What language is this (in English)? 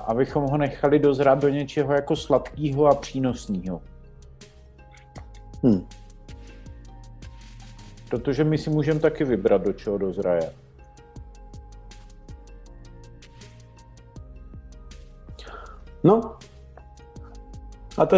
Czech